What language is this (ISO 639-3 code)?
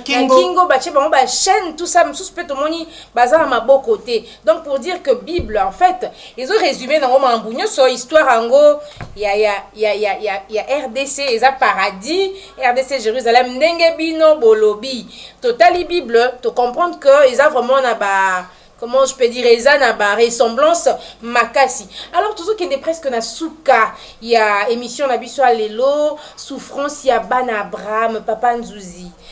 lin